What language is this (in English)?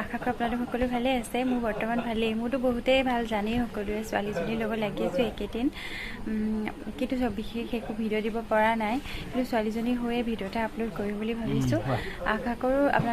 Assamese